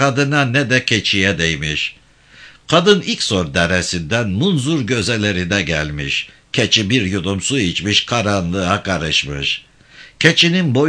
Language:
Turkish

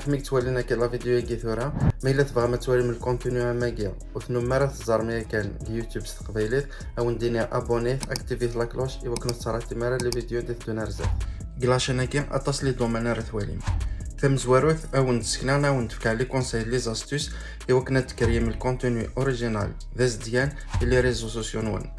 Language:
Kabyle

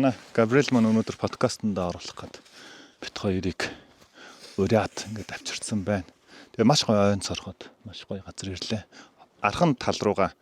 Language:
Mongolian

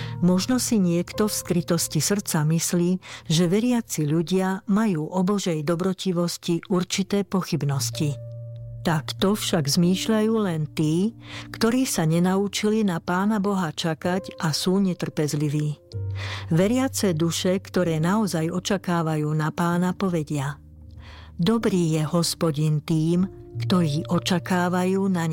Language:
Slovak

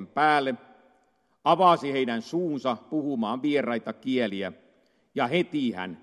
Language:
Finnish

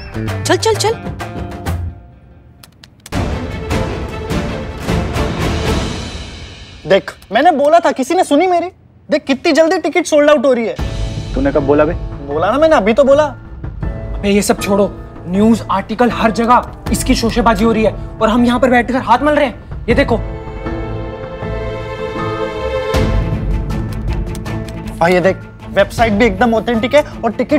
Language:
Hindi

